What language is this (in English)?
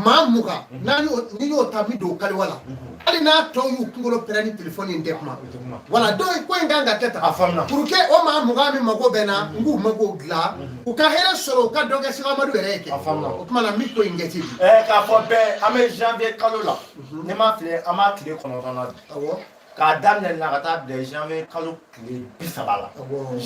Bambara